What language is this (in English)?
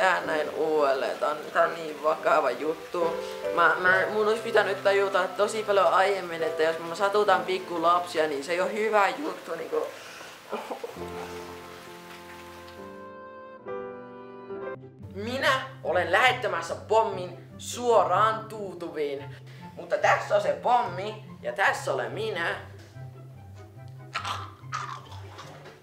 Finnish